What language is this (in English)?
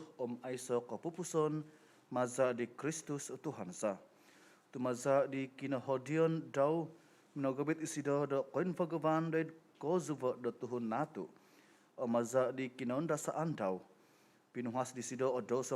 Central Dusun